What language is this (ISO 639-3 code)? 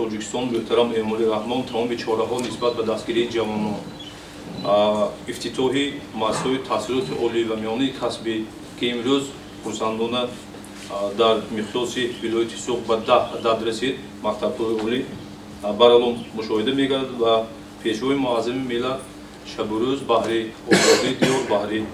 tgk